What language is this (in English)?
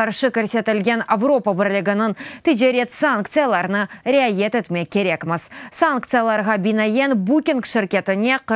Crimean Tatar